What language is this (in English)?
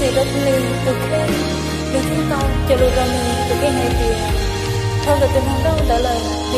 Hmong